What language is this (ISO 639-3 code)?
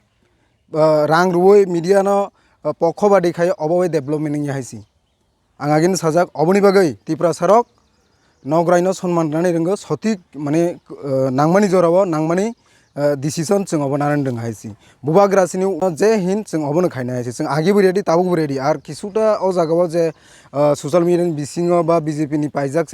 trp